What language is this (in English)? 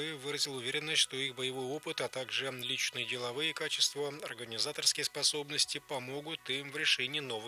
Russian